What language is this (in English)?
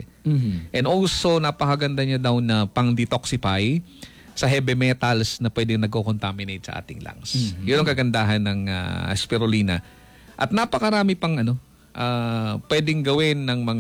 Filipino